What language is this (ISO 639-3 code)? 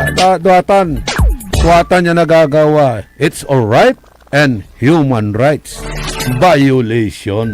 pag